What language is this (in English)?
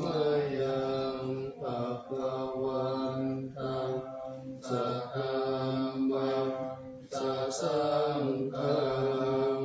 Pali